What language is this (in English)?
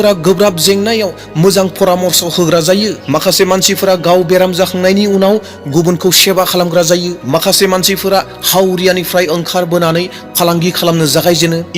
Bodo